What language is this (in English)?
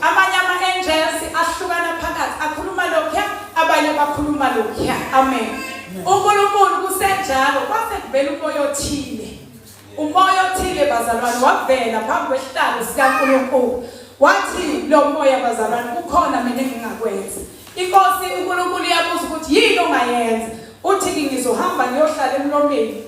Zulu